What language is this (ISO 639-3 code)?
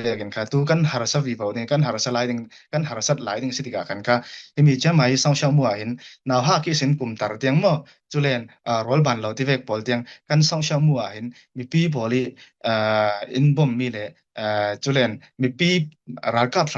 cfm